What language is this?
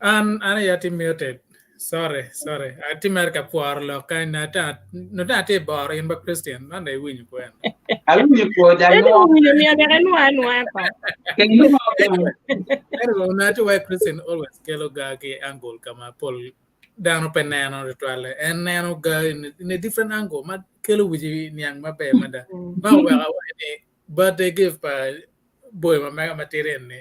Acoli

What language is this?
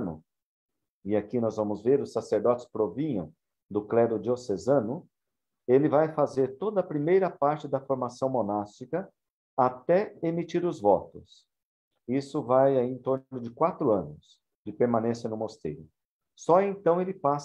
Portuguese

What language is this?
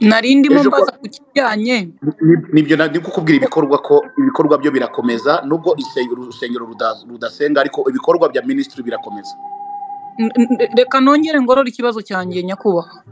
Kinyarwanda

